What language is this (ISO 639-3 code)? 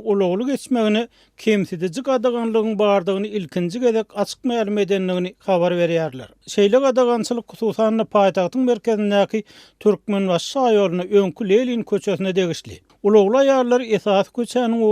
tuk